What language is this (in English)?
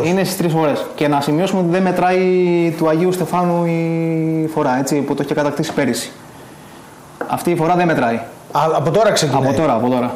Greek